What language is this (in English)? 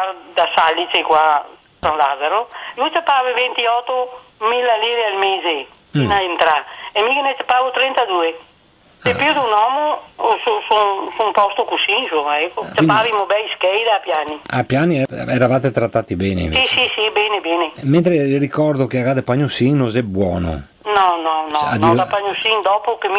Venetian